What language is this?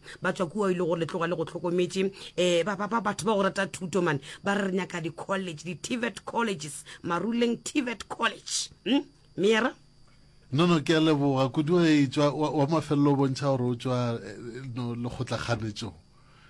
Northern Sotho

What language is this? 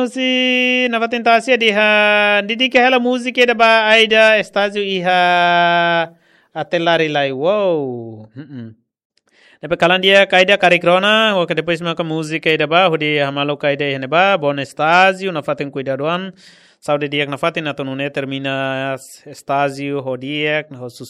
Tetum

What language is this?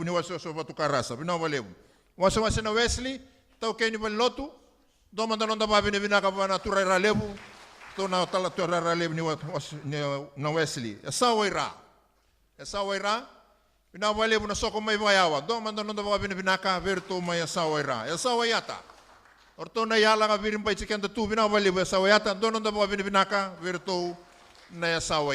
Fijian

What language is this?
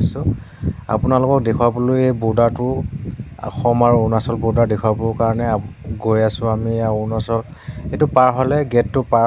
Assamese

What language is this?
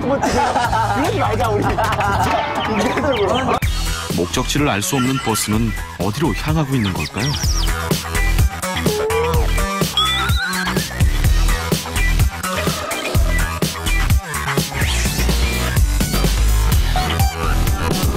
Korean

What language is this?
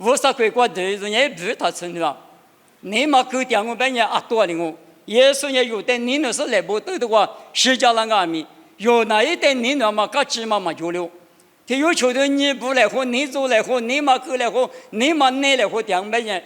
Lisu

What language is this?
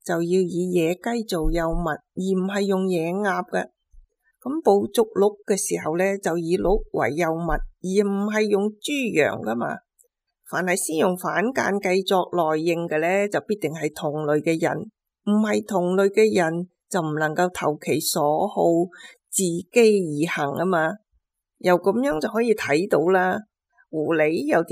Cantonese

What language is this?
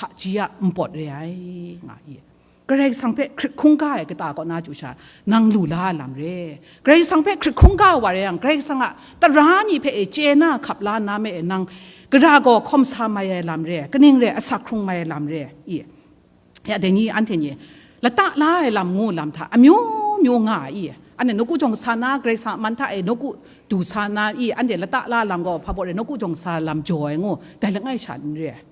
Kachin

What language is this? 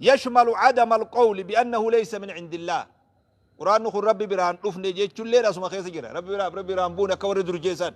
Oromo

